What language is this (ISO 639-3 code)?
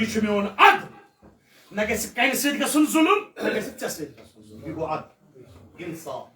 kas